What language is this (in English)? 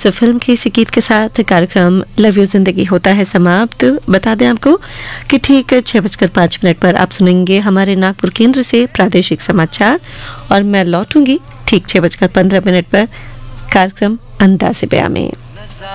Hindi